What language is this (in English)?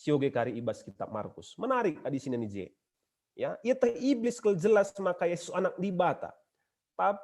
Batak Karo